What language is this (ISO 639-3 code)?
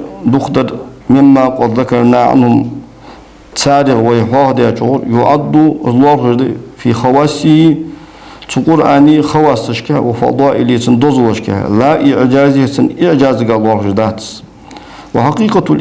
inh